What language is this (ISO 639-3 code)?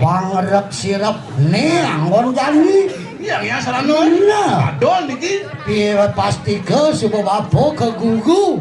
ban